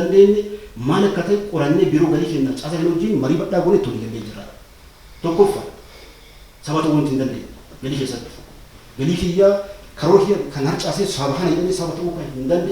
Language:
Oromo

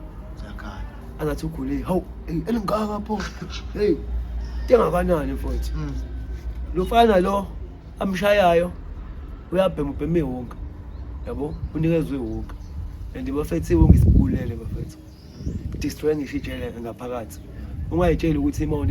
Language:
Zulu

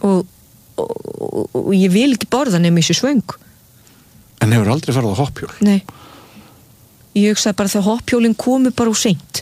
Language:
Icelandic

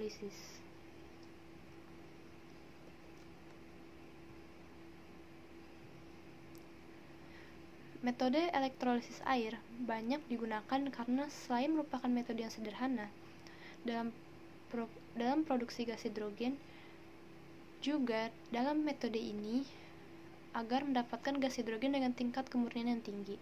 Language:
Indonesian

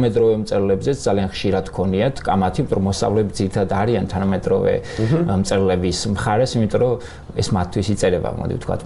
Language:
Georgian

